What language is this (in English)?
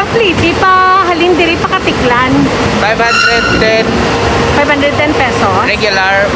Hiligaynon